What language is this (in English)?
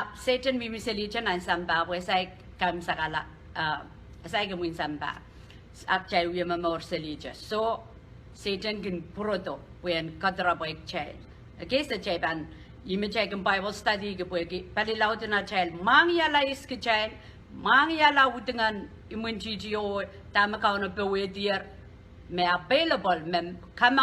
Pohnpeian